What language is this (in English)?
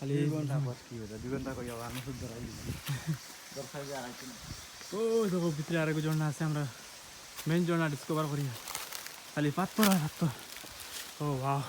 Sylheti